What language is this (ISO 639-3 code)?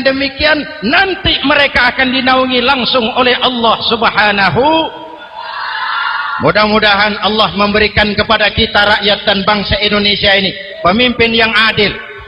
ind